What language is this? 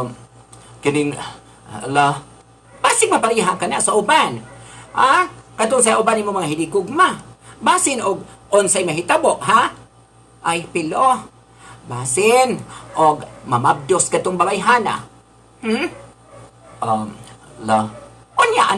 Cebuano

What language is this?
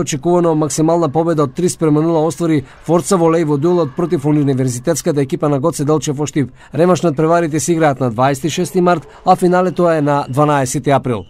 Macedonian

